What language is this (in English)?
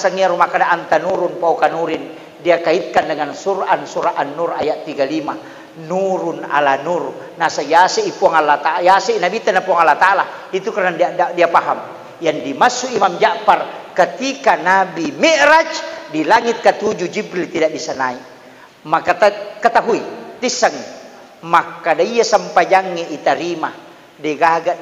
Buginese